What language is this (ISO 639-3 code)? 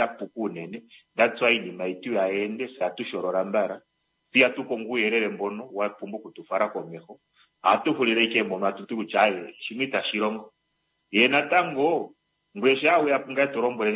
kua